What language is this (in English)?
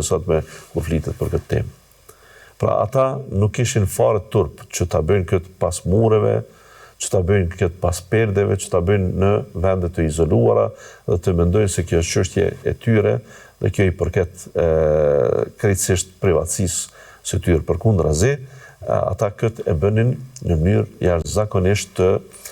Albanian